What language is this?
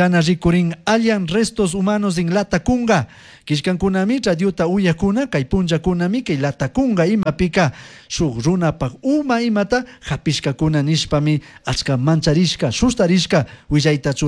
Chimborazo Highland Quichua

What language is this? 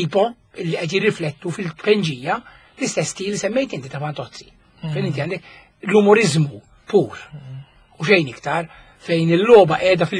Maltese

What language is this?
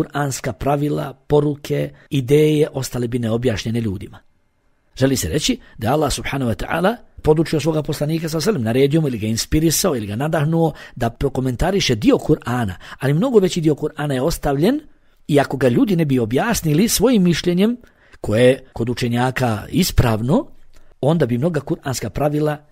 Bosnian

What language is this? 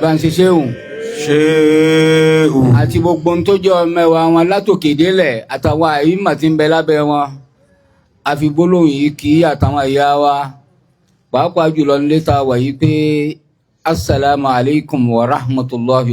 Yoruba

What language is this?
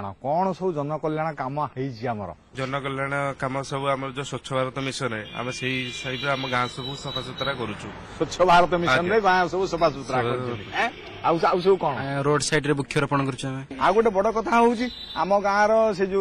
Odia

